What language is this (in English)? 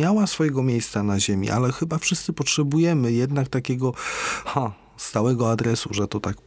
Polish